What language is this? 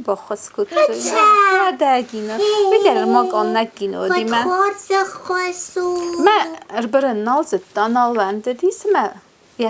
Ossetic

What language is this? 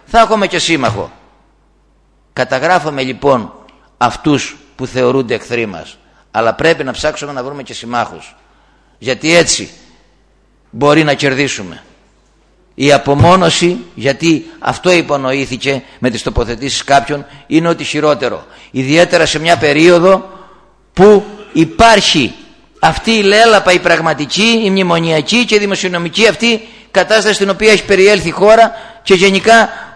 Greek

